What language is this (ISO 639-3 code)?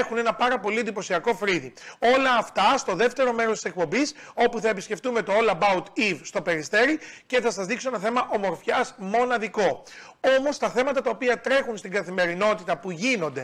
ell